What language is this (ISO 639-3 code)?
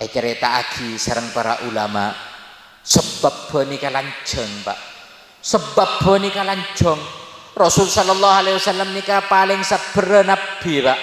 mad